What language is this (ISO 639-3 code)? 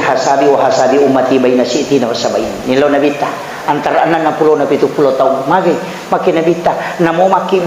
bug